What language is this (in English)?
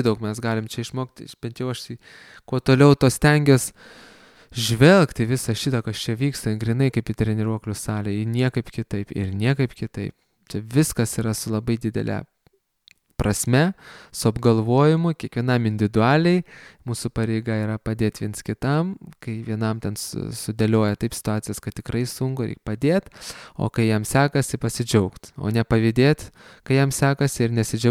Lithuanian